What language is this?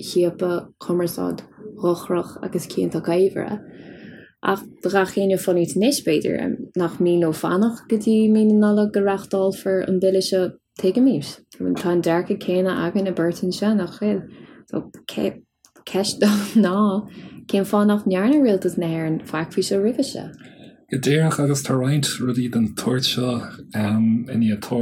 Irish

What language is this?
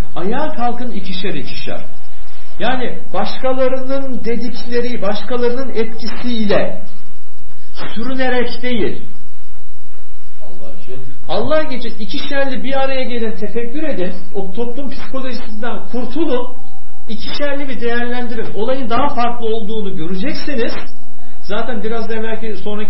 Turkish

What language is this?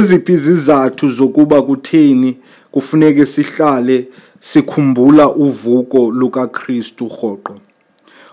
Xhosa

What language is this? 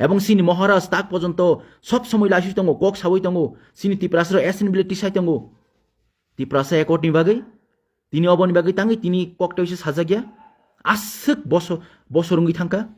Kok Borok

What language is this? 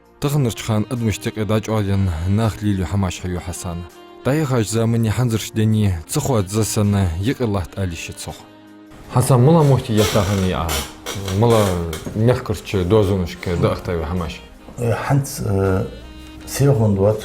Ingush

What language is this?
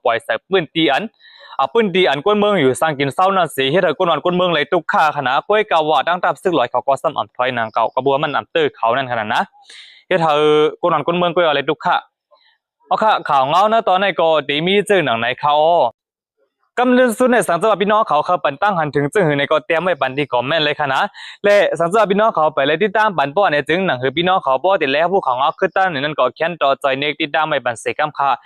Shan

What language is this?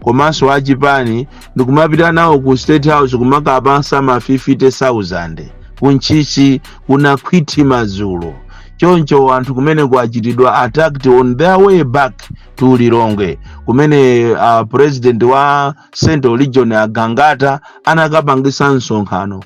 Nyanja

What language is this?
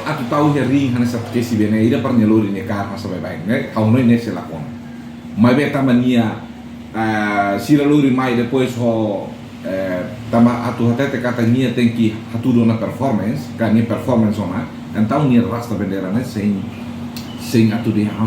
Tetum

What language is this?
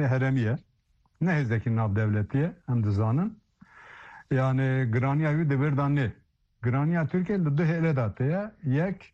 Kurdish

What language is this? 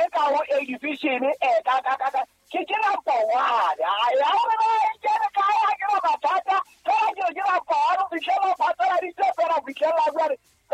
Southern Sotho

